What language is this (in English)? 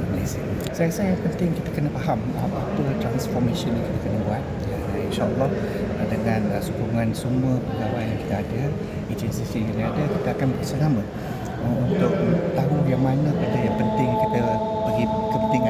Malay